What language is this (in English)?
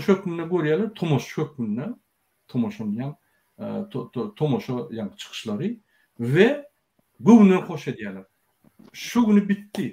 Turkmen